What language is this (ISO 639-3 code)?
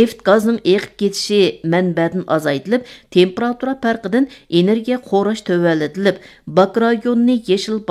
uig